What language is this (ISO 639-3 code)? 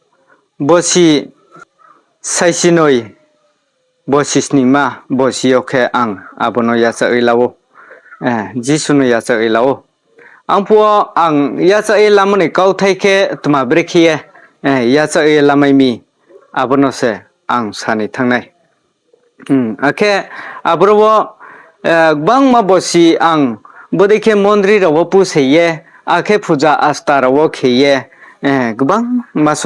ria